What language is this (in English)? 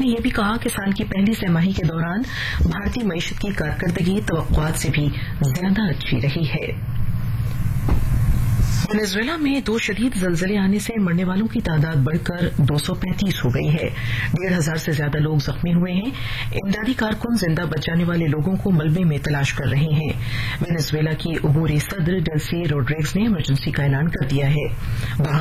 Urdu